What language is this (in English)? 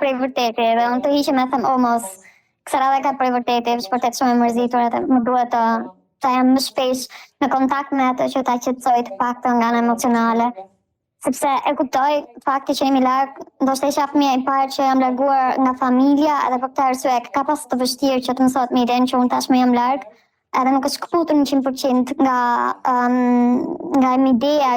Albanian